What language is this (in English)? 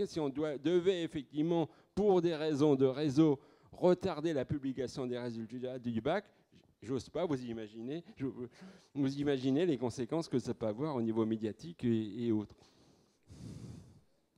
French